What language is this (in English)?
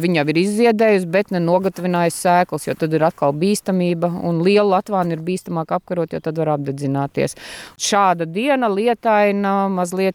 Latvian